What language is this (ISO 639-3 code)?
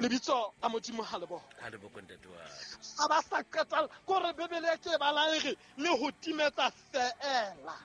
sot